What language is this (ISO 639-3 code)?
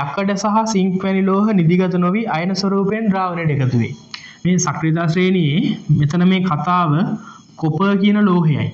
sin